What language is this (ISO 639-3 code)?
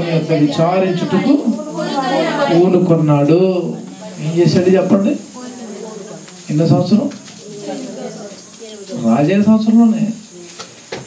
tel